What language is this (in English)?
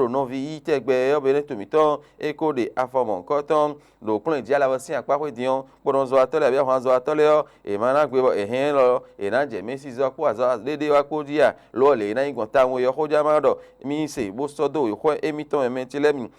Fon